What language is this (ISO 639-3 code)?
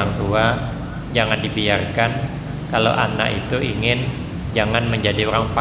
bjn